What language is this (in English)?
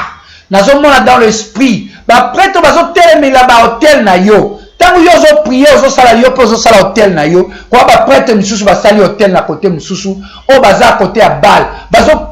Lingala